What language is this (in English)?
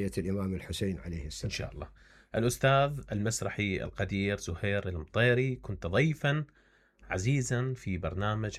Mesopotamian Arabic